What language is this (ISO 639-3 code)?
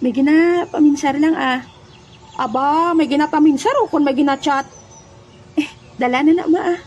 hil